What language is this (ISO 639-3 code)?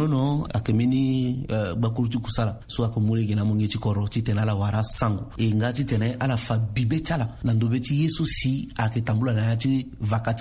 sag